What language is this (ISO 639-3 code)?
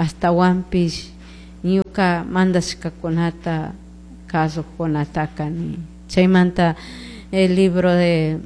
qug